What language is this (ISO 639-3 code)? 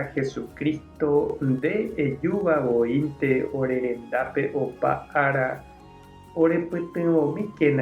grn